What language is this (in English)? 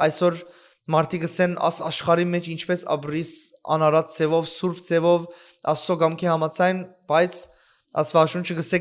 Western Armenian